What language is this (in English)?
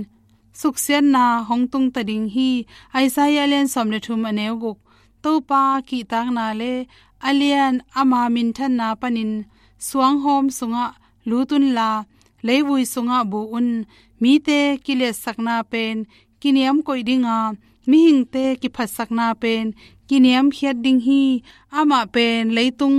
Tedim Chin